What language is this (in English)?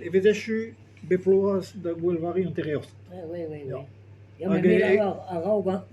Breton